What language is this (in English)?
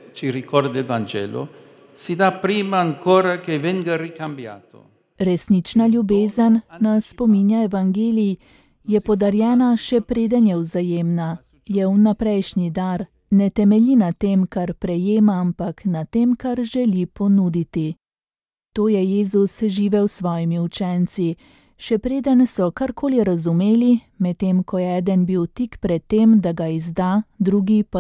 Slovenian